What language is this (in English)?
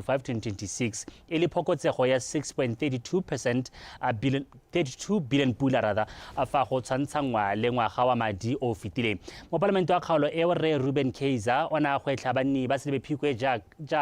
Tswana